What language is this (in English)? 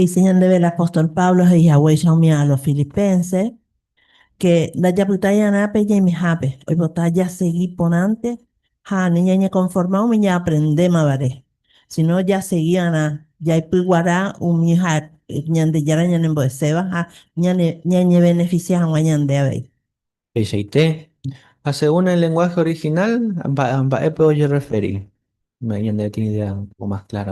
Guarani